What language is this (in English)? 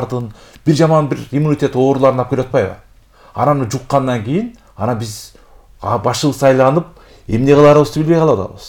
Kyrgyz